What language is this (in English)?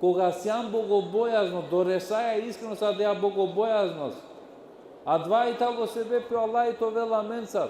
Balkan Romani